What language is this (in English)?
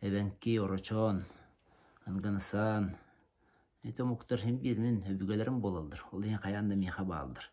Yakut